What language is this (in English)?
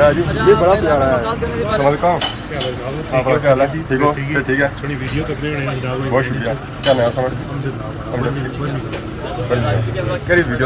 Pahari-Potwari